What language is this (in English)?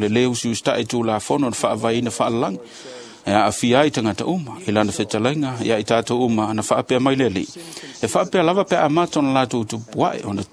Samoan